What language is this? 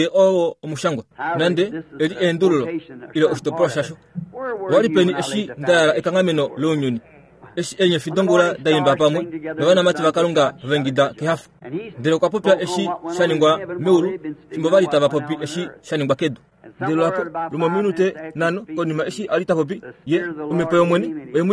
Kuanyama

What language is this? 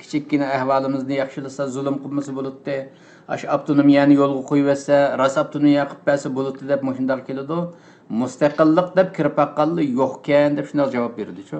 Uyghur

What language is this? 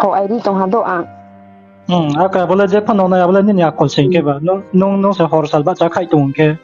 Riang (India)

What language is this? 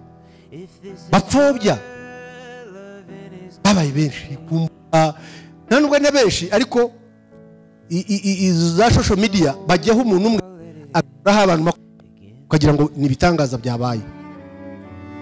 Kinyarwanda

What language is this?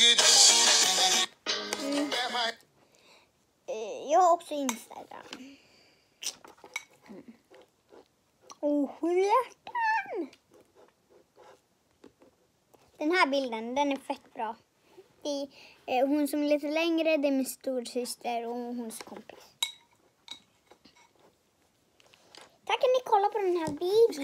Swedish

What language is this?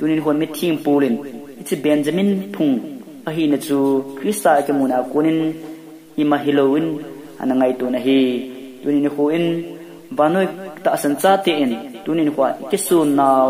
Thado Chin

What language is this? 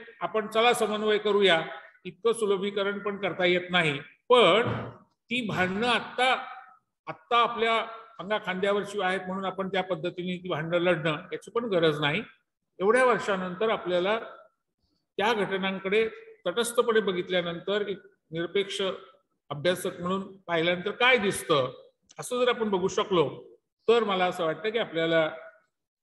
Marathi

